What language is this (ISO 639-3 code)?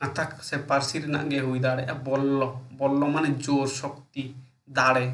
sat